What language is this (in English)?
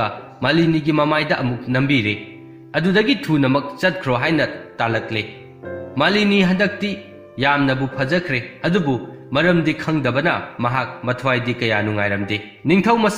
Manipuri